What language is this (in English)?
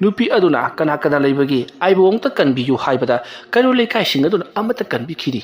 Manipuri